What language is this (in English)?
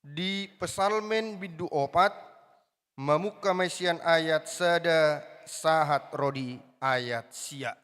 Batak Toba